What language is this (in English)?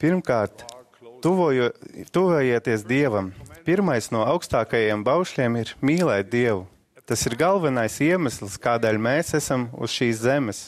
Latvian